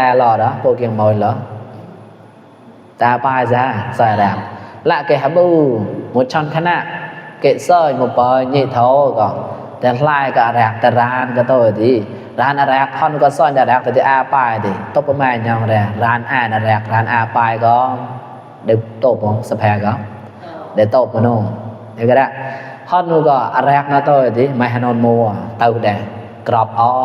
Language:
Mon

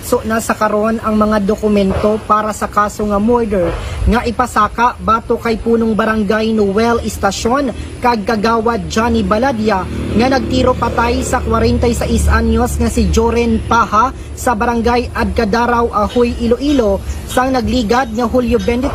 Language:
Hiligaynon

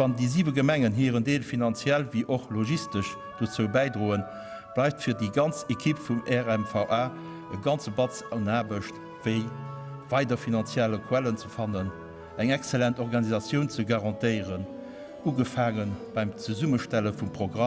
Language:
Luxembourgish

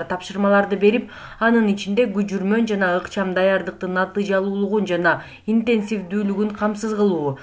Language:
Kyrgyz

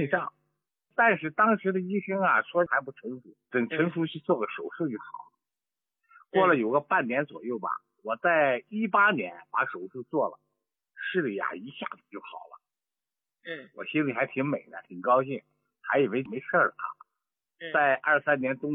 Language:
Chinese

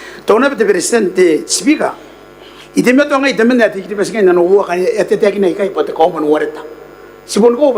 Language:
Gilbertese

